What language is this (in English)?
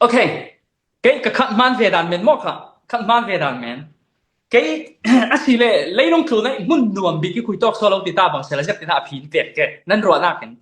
Falam Chin